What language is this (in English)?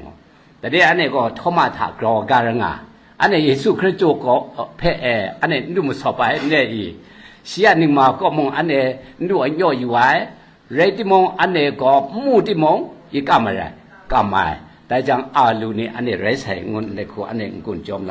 Kachin